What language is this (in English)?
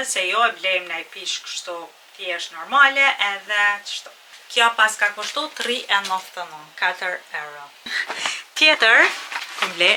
Albanian